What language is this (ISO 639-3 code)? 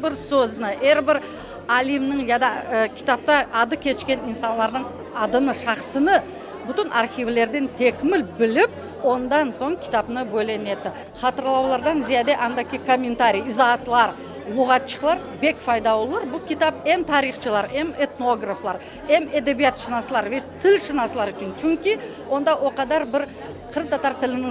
crh